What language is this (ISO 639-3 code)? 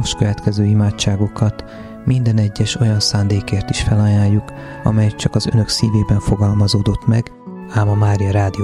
hun